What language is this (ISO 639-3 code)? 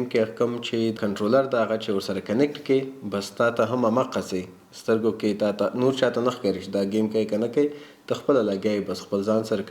pus